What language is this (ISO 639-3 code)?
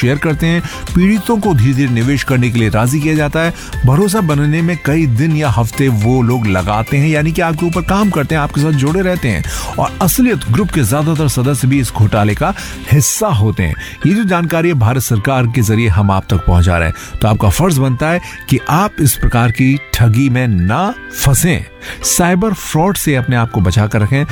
hin